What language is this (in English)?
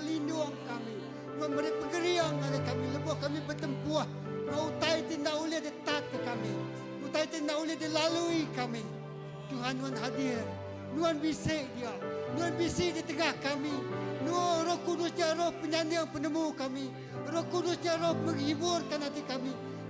Iban